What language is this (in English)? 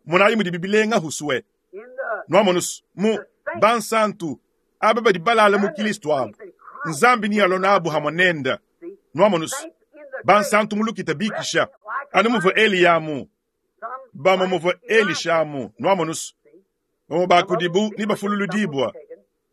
Luba-Lulua